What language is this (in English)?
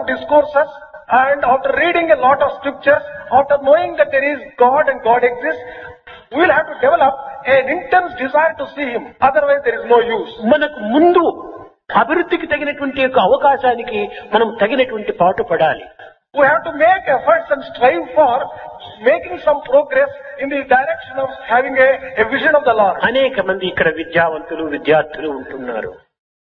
Telugu